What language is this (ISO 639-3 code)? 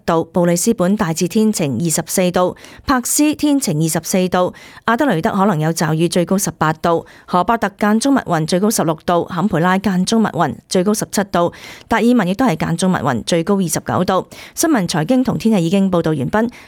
yue